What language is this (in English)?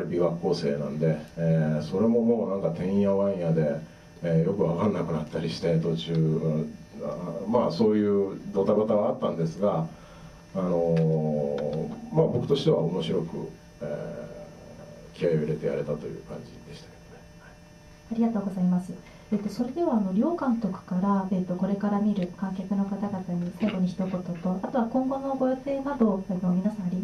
Japanese